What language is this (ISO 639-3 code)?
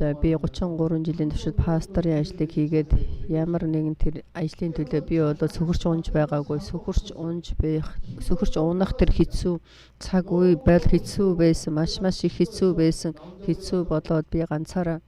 mon